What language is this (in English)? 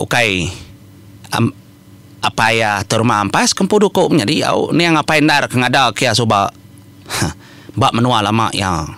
Iban